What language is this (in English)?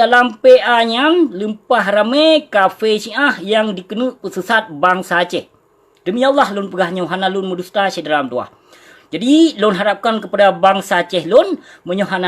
Achinese